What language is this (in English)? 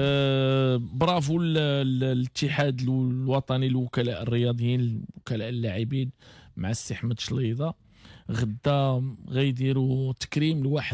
Moroccan Arabic